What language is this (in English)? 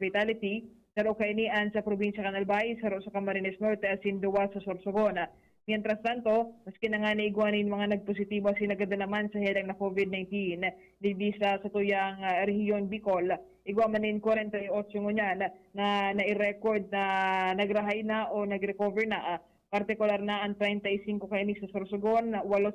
Bikol